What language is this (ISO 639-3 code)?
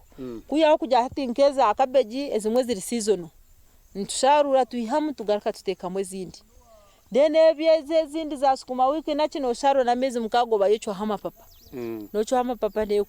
nyn